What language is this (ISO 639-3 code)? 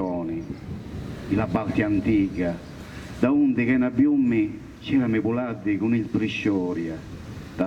srd